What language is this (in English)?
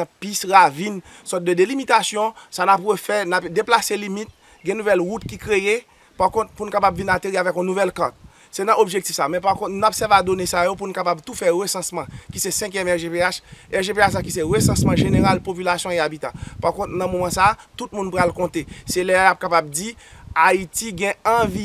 Haitian Creole